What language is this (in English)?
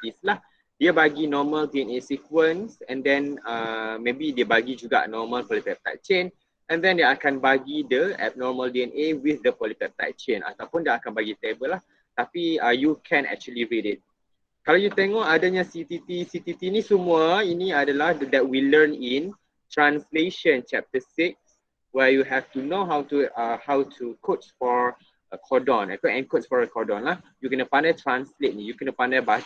Malay